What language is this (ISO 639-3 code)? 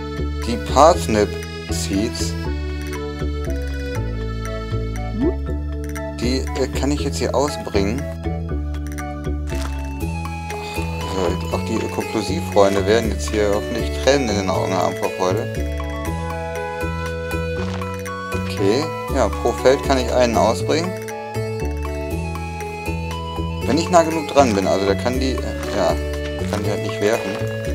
deu